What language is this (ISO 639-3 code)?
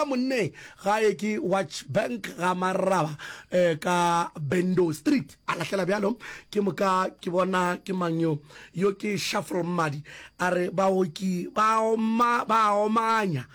nso